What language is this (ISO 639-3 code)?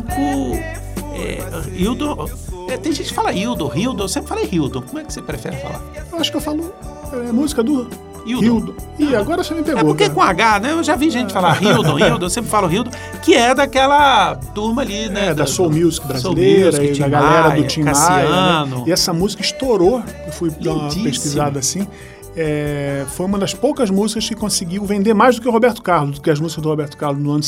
por